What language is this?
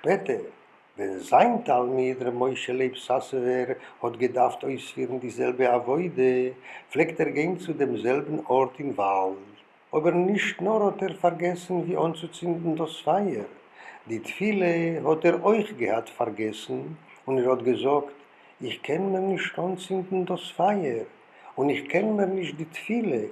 Yiddish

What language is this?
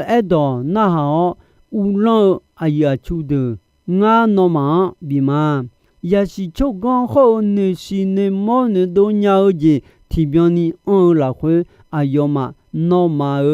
Akha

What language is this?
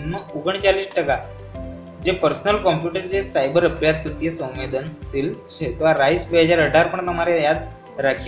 Gujarati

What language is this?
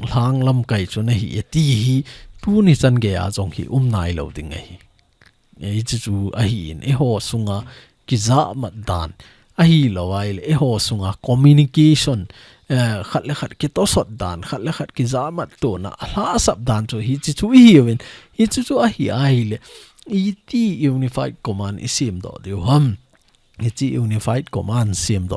Thado Chin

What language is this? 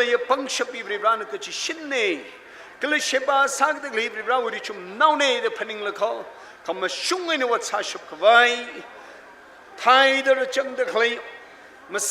Tangkhul Naga (India)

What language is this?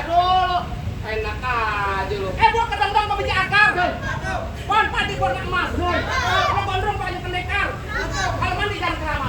Betawi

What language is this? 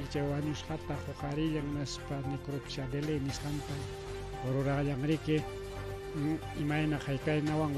Ayacucho Quechua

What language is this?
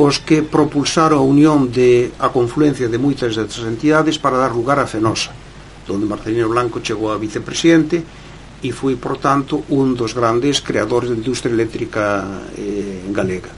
Galician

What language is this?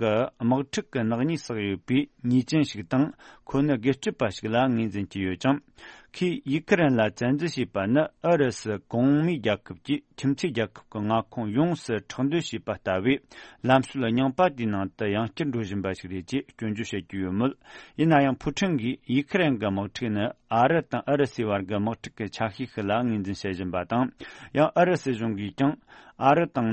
Tibetan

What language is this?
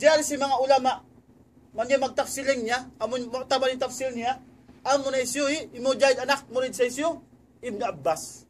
Tausug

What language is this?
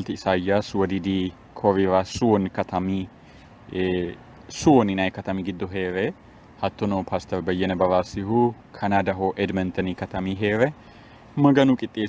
Sidamo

